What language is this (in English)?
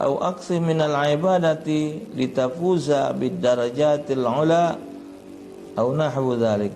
Musi